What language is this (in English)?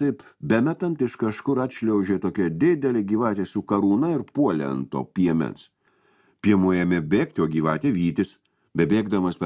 Lithuanian